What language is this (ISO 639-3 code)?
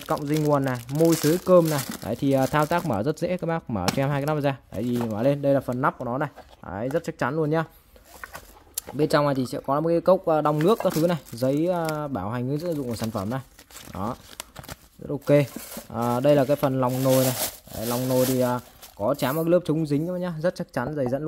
vie